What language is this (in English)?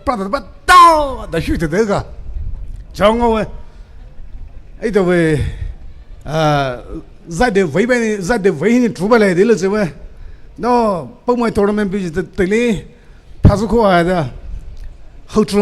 Poumei Naga